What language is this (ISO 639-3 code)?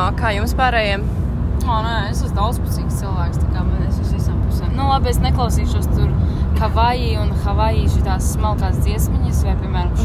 lav